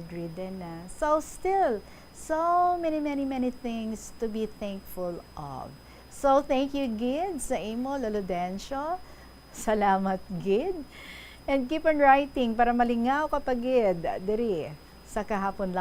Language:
Hiligaynon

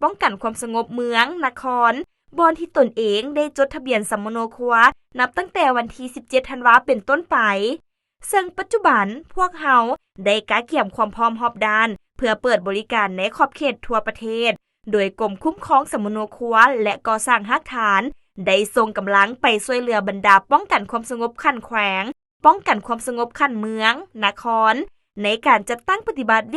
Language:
Lao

